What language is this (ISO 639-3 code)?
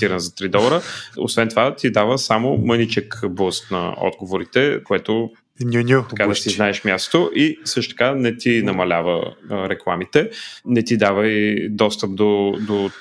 bul